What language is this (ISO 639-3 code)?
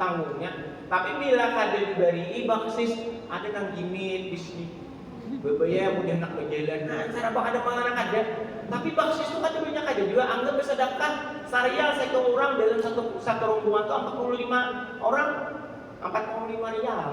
bjn